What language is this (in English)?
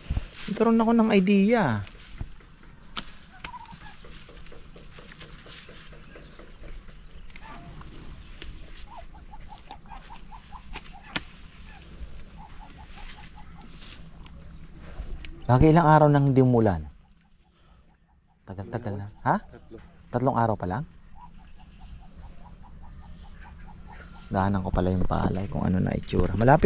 Filipino